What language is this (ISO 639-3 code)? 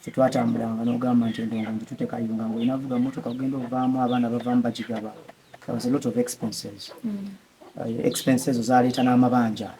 lug